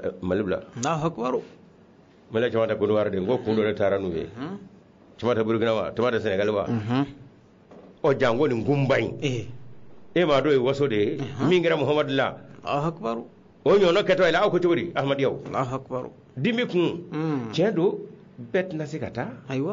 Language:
Bambara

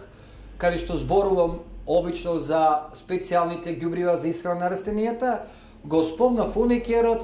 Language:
Macedonian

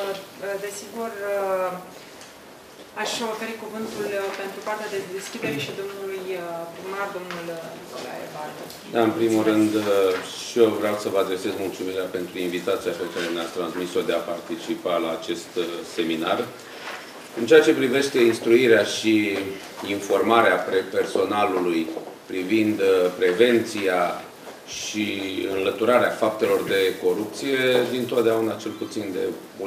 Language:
Romanian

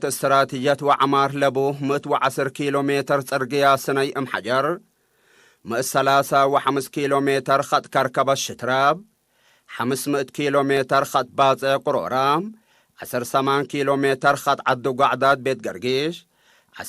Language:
Tigre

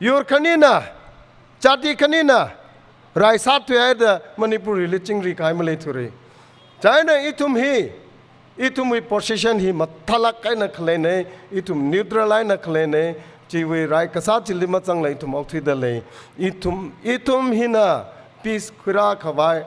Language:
Tangkhul Naga (India)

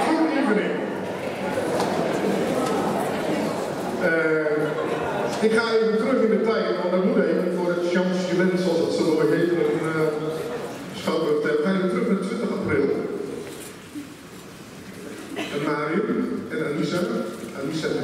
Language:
Dutch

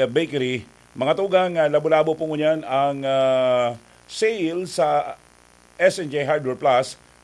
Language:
Bikol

